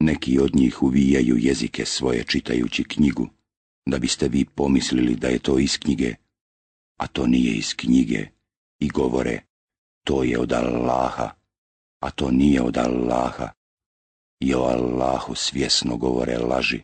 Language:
Bosnian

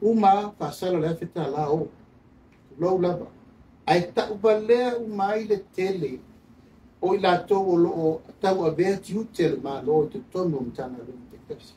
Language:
Samoan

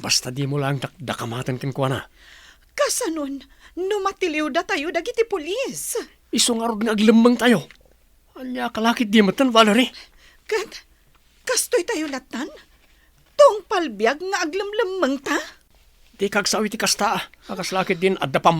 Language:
Iloko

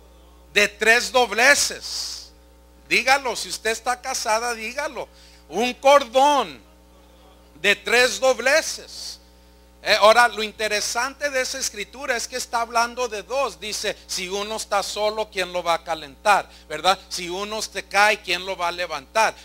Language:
Spanish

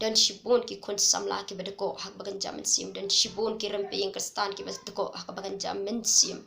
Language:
Khasi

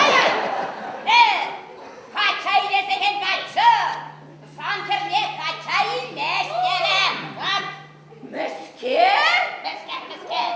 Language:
Chuvash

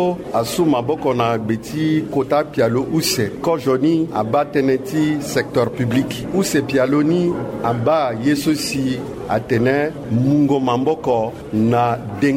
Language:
Sango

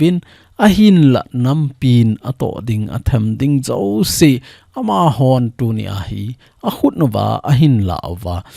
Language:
Thado Chin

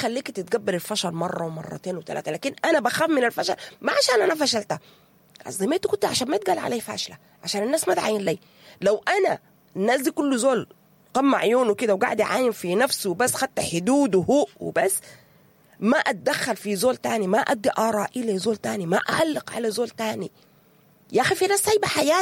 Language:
Sudanese Arabic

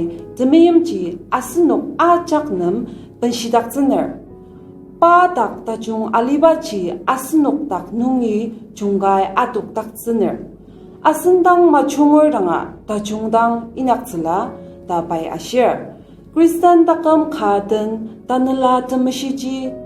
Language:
Ao Naga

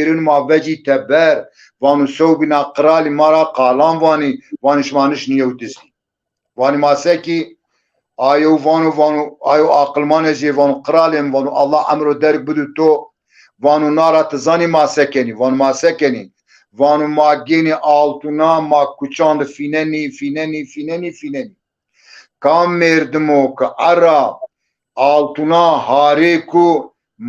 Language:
Zaza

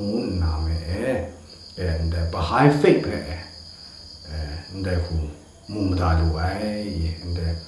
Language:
Kachin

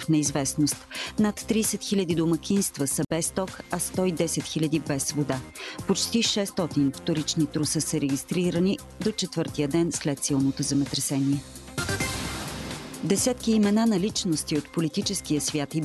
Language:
Bulgarian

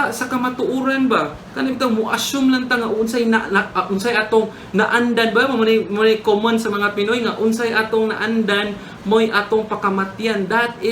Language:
Cebuano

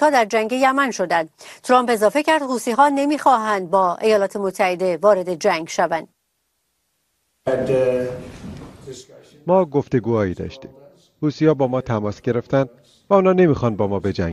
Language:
Persian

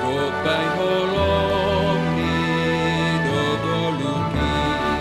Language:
Batak Simalungun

